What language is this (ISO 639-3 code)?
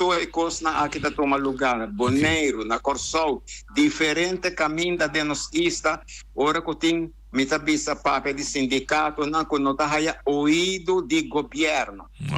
pap